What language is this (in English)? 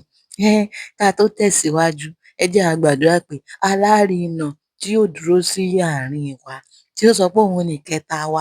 Yoruba